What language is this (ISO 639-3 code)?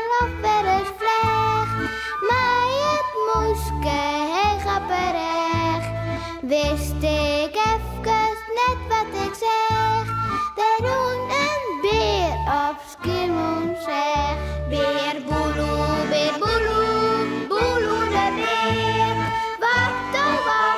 fry